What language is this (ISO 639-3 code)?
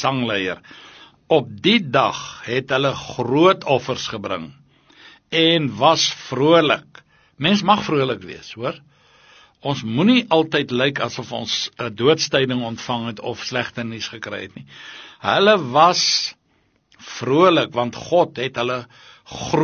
afr